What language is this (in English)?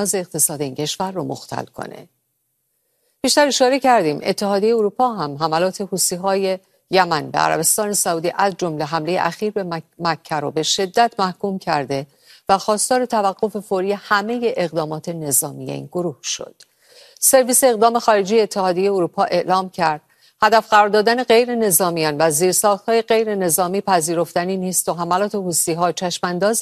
Persian